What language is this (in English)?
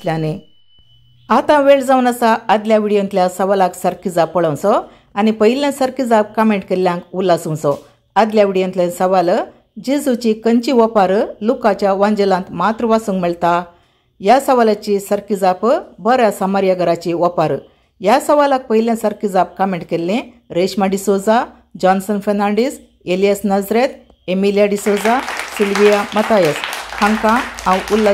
Konkani